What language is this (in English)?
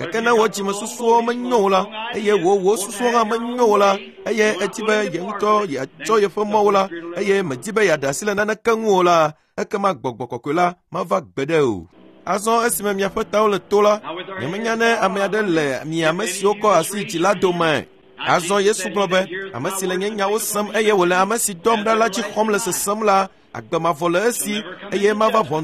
Ewe